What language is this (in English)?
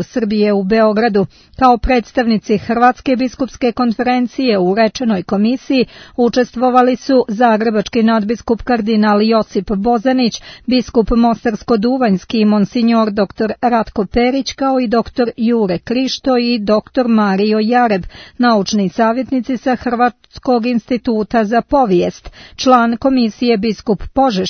Serbian